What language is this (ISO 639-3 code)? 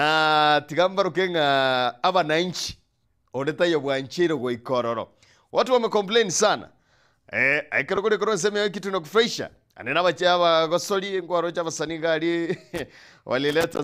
guz